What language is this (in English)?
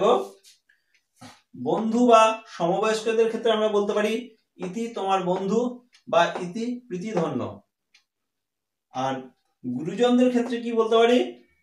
Bangla